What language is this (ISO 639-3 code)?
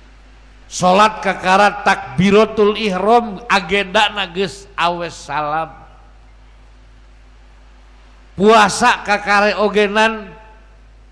sun